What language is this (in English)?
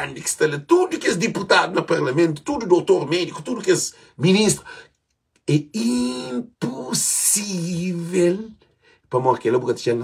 Kabuverdianu